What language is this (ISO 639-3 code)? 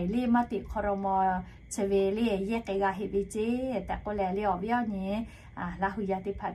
lhu